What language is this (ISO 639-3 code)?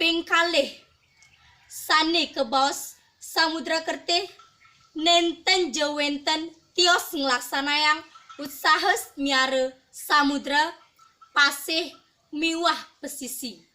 ban